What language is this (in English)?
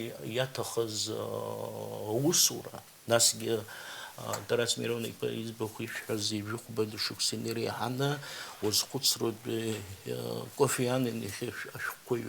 Abkhazian